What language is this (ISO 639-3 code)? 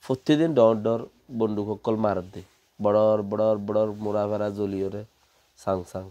rhg